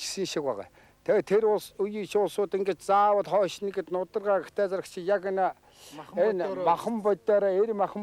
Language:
Mongolian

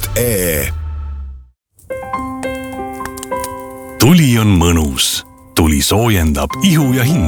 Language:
Estonian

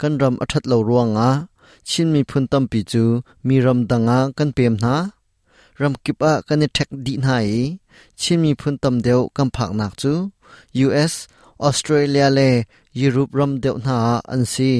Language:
Hakha Chin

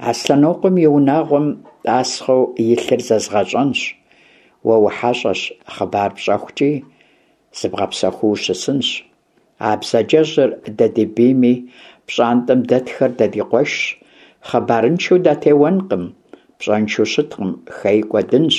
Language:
Kabardian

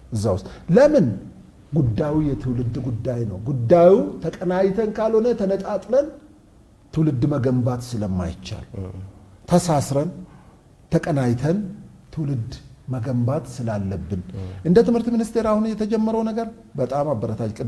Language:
Amharic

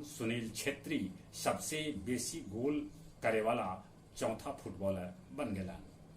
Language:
Magahi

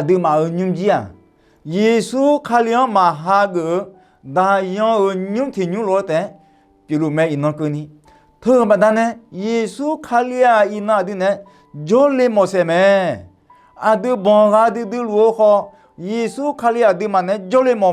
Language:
Akha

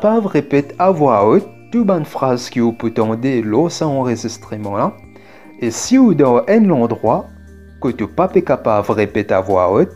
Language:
Morisyen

